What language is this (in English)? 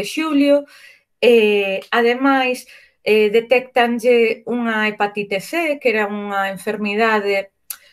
Galician